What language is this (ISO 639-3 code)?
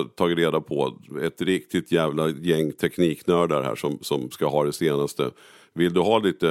swe